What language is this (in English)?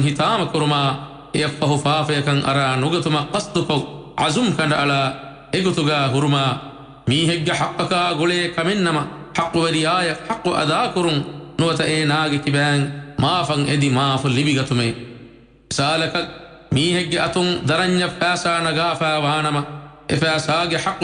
Divehi